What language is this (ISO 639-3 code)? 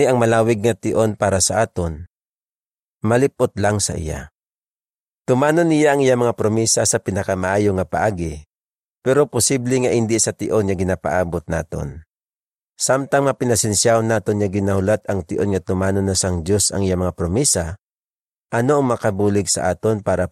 hil